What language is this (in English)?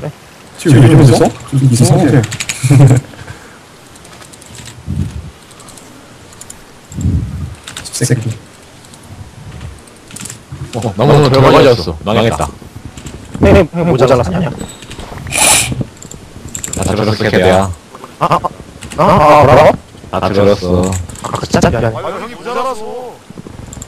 Korean